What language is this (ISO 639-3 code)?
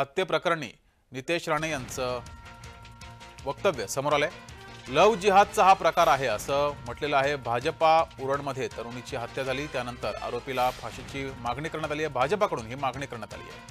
mar